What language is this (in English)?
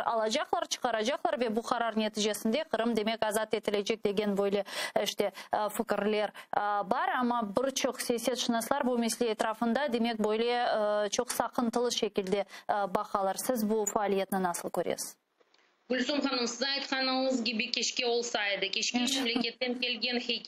Crimean Tatar